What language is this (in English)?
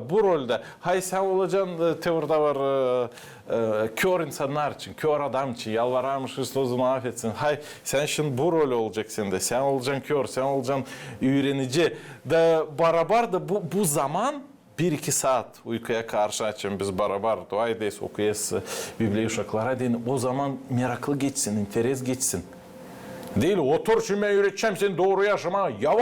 Gagauz